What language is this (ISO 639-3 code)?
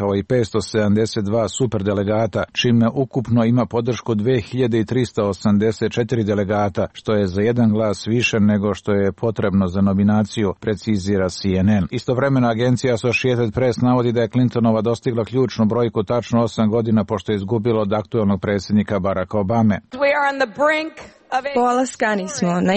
srp